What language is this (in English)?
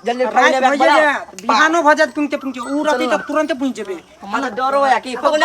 Maithili